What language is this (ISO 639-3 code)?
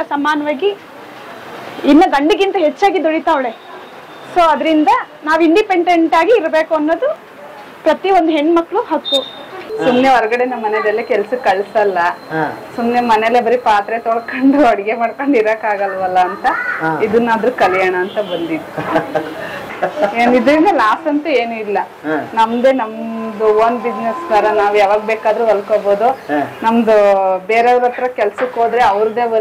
kan